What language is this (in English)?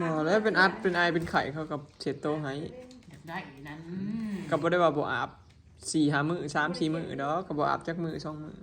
Northeastern Thai